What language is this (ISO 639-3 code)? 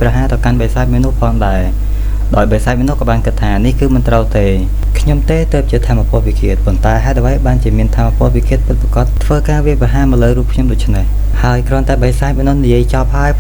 khm